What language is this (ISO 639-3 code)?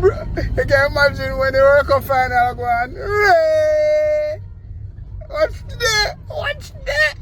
jam